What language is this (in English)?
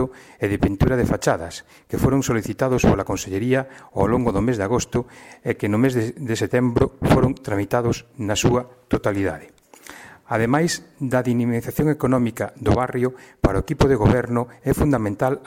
Galician